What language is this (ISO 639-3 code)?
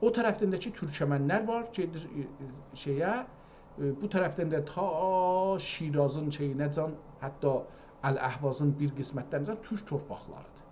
azb